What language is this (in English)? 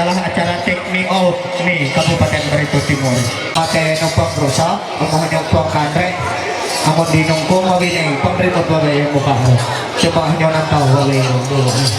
Ma'anyan